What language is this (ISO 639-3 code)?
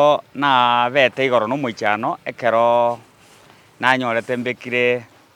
guz